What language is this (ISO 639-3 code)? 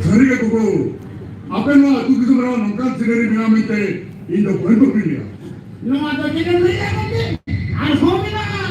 sat